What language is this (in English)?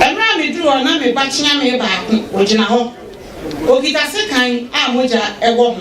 Akan